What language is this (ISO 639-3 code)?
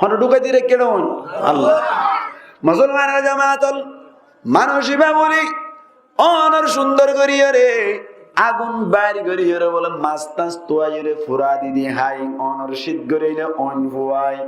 rhg